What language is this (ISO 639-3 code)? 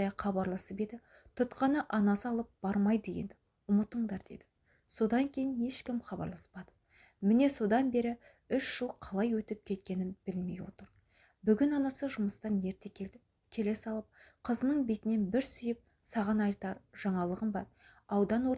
kaz